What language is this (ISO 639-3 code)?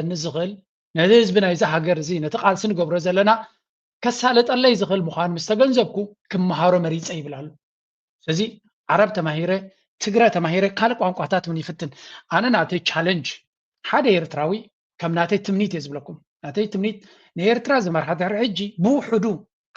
tir